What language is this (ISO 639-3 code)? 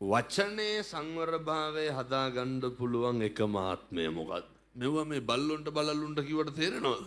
sin